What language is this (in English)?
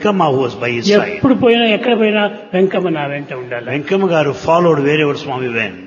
Telugu